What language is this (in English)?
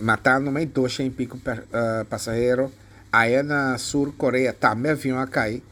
Papiamento